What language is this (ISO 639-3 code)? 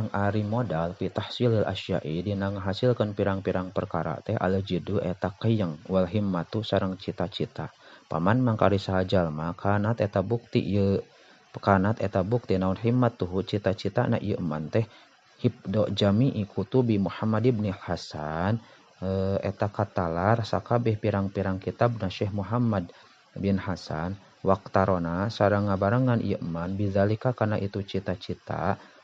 sun